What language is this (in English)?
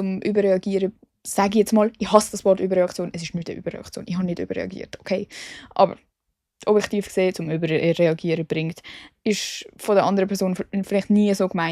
Swiss German